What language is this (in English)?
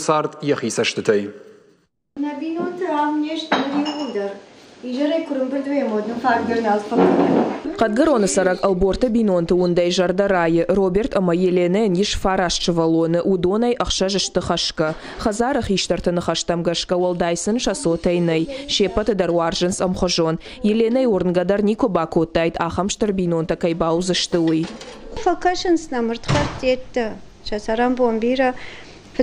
Ossetic